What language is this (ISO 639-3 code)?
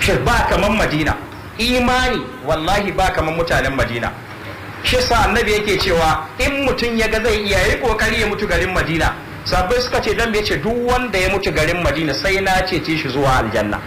hau